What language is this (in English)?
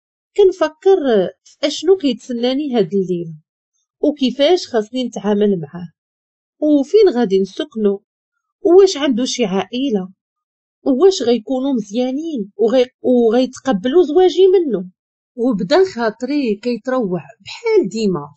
Moroccan Arabic